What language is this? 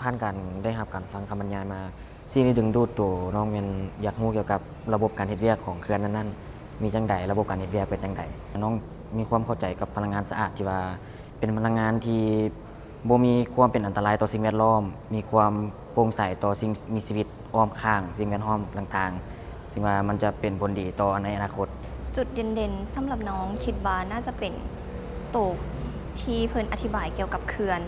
Lao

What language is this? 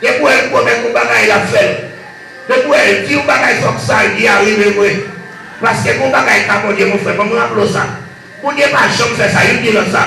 Haitian Creole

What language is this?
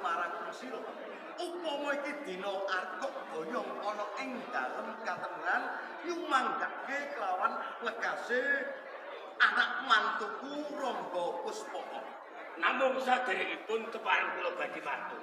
Javanese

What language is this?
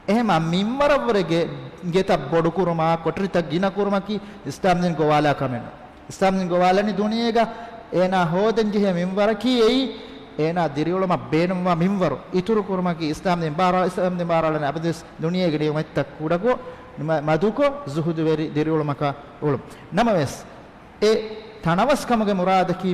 Divehi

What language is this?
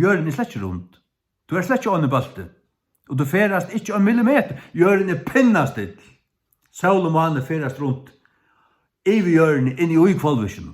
Faroese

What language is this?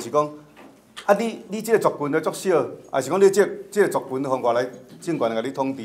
Min Nan Chinese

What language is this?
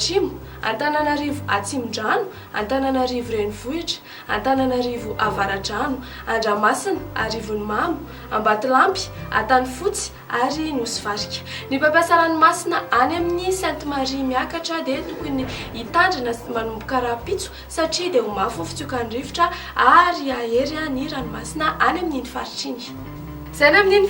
Malagasy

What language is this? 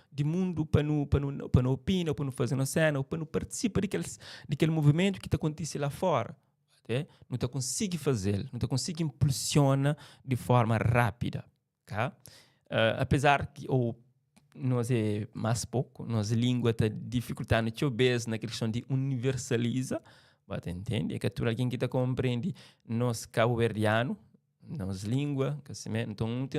Kabuverdianu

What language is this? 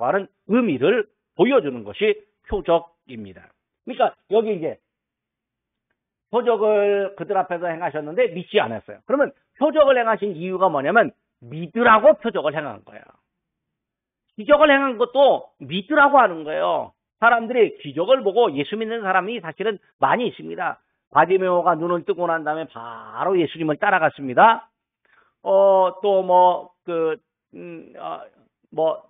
Korean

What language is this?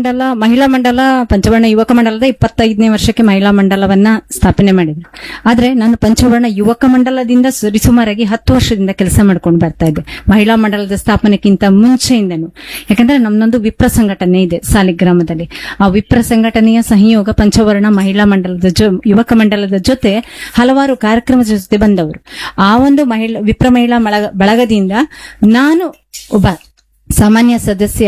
Kannada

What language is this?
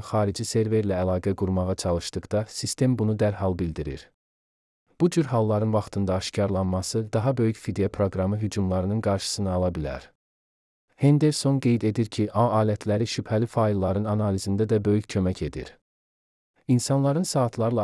Azerbaijani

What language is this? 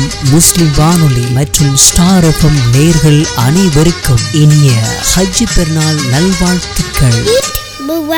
Tamil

